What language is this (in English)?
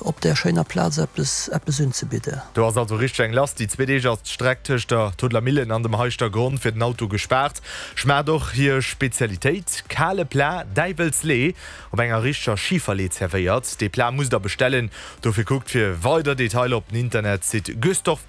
Luxembourgish